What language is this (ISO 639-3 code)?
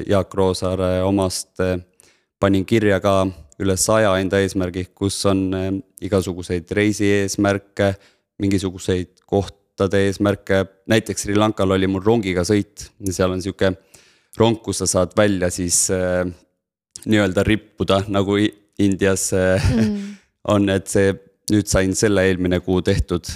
est